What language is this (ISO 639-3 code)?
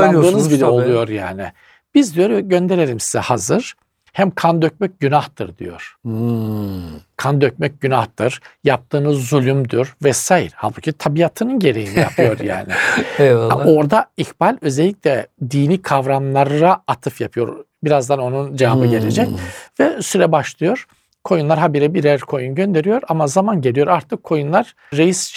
tur